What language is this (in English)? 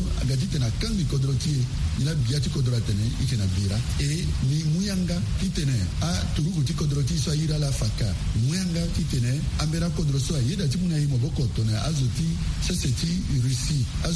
Sango